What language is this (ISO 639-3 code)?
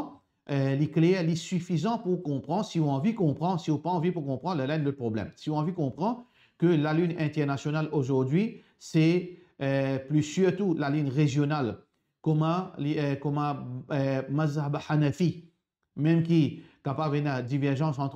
mfe